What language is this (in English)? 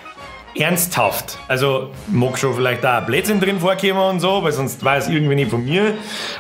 Bavarian